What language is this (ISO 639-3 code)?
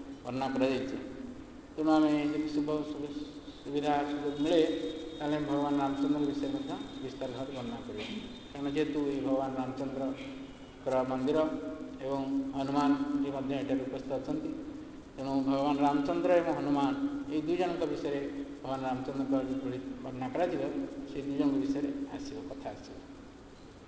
ori